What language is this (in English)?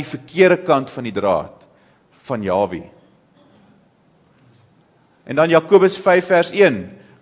Afrikaans